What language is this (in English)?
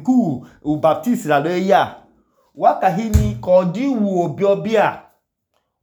Idoma